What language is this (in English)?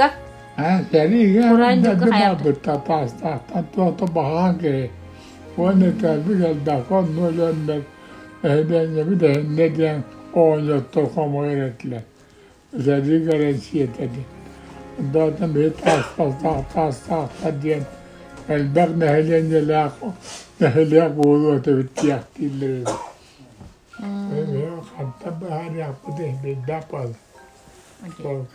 Yakut